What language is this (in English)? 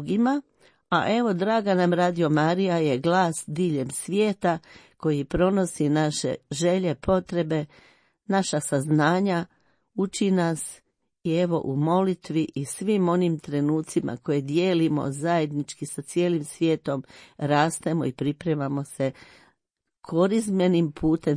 Croatian